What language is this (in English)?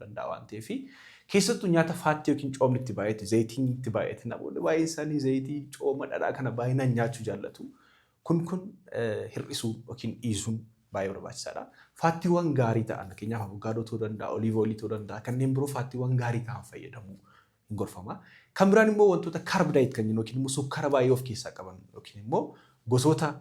Oromo